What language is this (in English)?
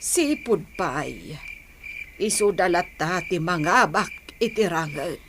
Iloko